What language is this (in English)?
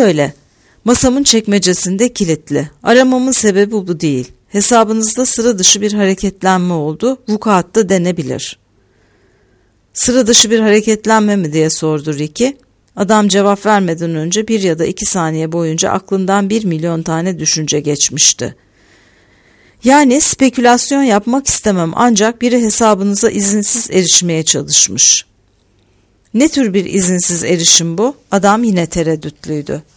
Turkish